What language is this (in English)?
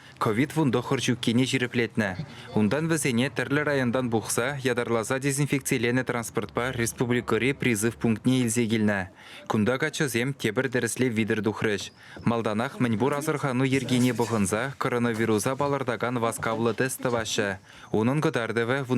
Chuvash